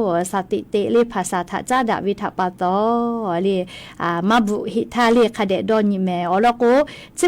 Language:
Lahu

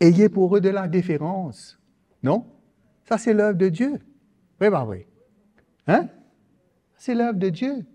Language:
Morisyen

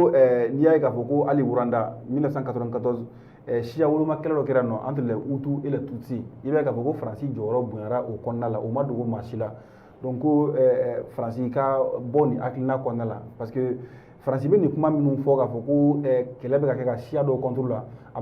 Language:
Bambara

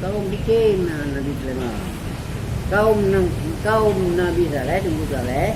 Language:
Achinese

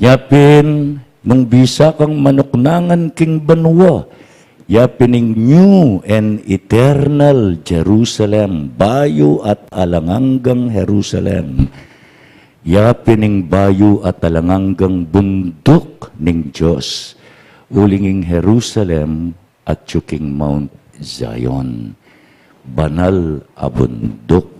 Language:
Pampanga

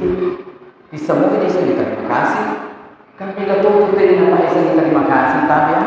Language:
Buginese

